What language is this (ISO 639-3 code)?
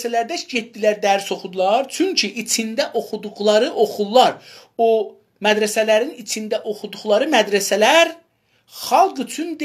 azb